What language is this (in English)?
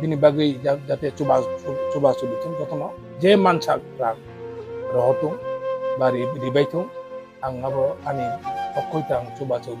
Kok Borok